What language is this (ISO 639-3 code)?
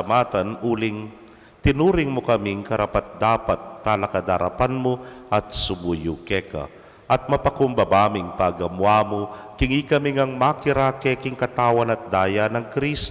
pam